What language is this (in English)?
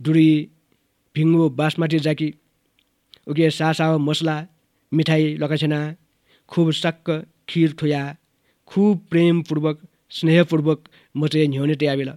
Newari